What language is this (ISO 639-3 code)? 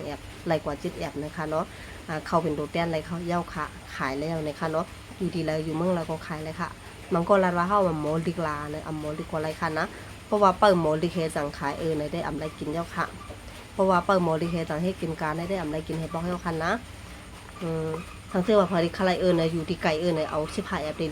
shn